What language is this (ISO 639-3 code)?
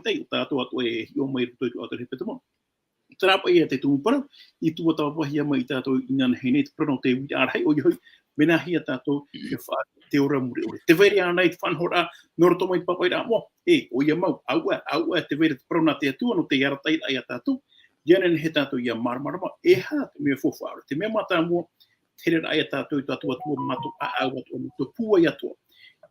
tah